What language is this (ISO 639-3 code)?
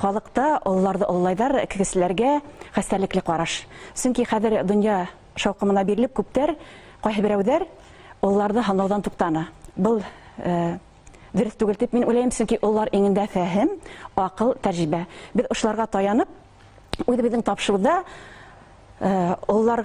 bak